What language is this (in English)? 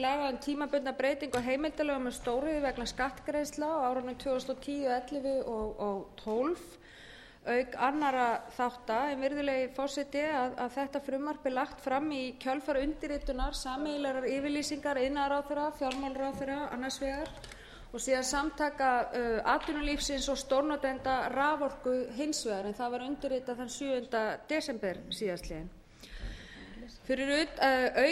Icelandic